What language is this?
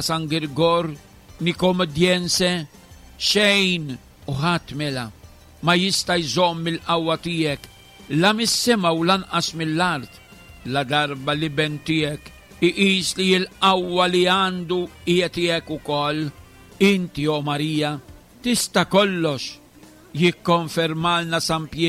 Maltese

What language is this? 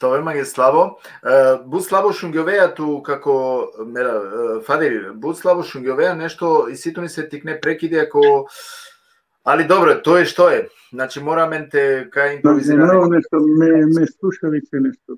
Balkan Romani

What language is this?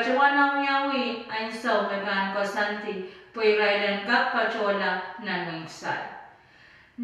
Pohnpeian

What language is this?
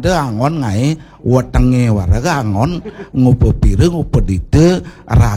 Balinese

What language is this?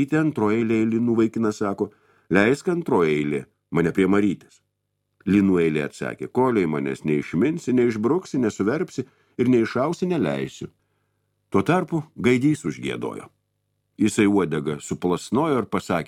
Lithuanian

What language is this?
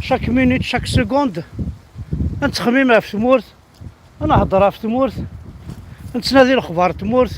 Kabyle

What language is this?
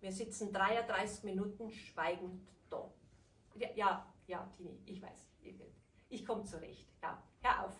Bavarian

